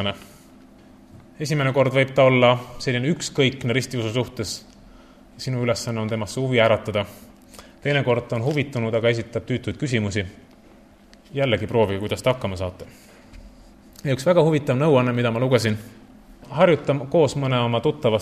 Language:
Estonian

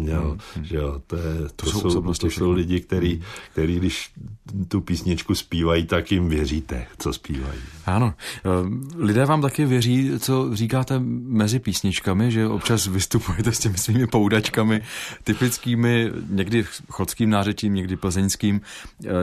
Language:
Czech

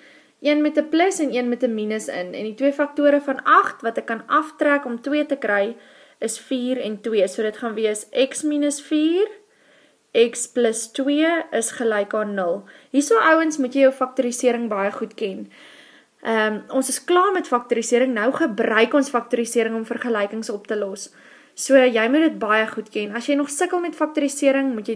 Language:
Afrikaans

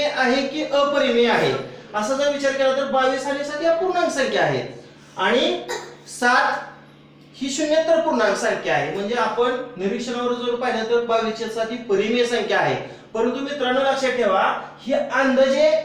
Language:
Marathi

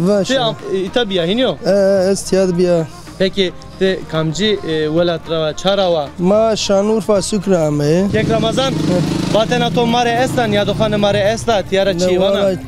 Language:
Zaza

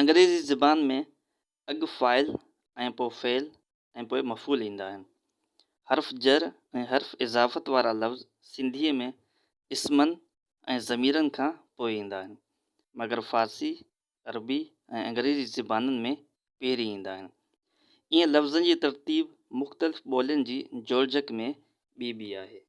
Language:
Sindhi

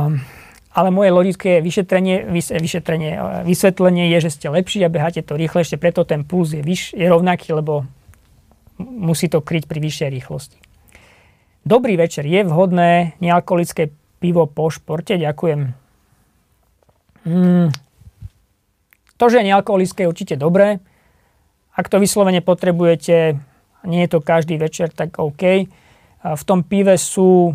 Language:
Slovak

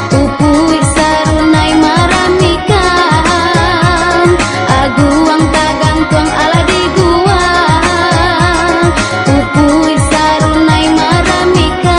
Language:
Minangkabau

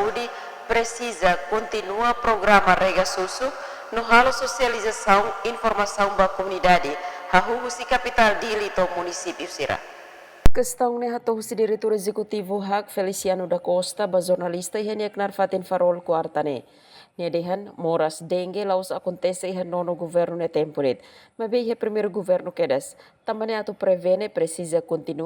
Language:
Tetum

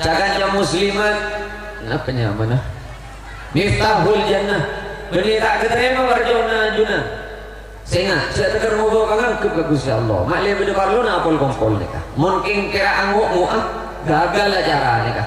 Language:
Madurese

